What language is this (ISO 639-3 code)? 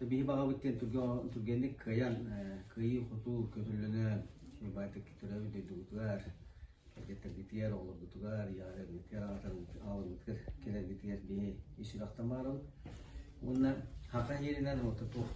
sah